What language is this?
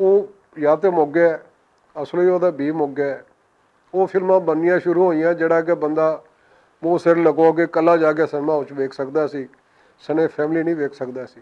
Western Panjabi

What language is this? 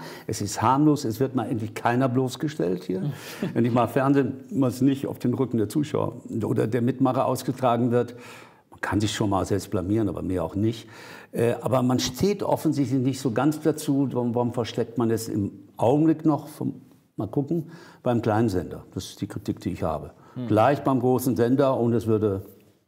German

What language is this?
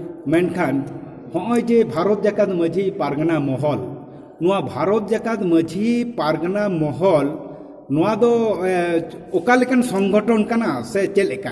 Santali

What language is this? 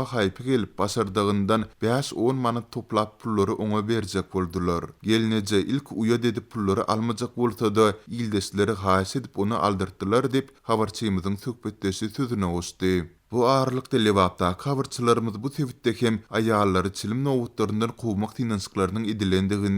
Turkmen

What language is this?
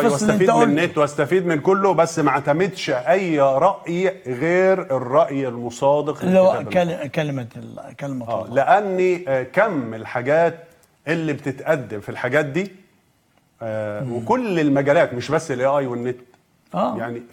Egyptian Arabic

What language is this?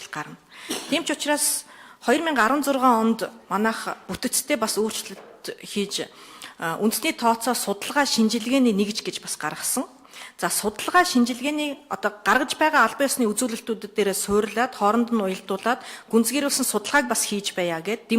Mongolian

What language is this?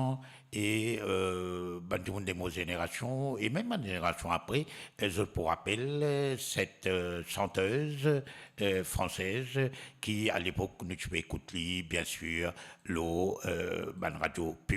Morisyen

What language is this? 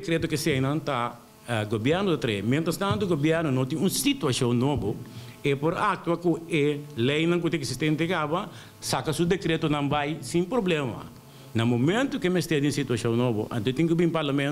Papiamento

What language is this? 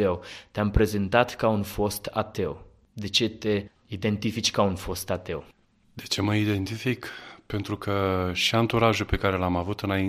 Romanian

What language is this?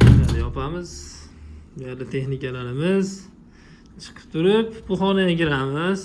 Uzbek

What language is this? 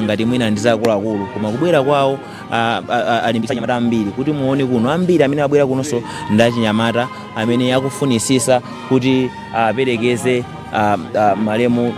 Nyanja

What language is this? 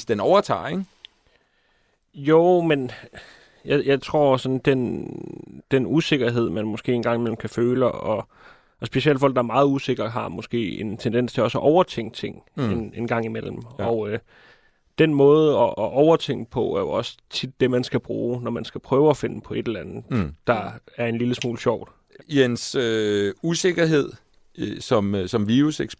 Danish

